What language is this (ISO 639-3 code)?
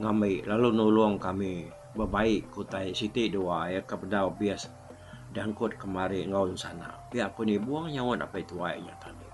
iba